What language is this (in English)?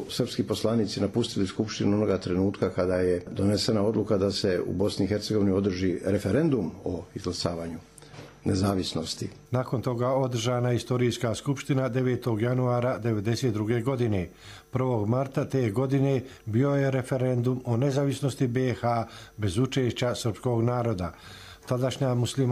Serbian